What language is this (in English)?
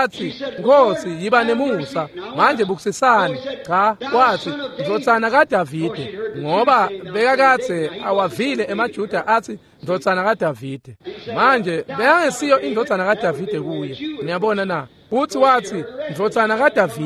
Swati